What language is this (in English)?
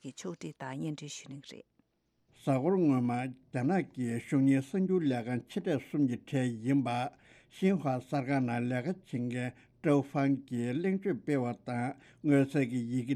Tibetan